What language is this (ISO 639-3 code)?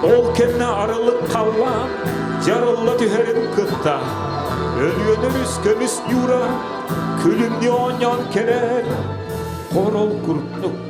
sah